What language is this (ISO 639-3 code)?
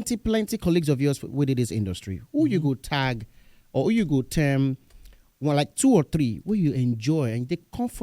pcm